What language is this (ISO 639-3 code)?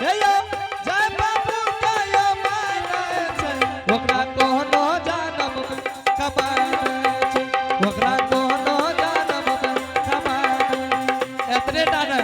anp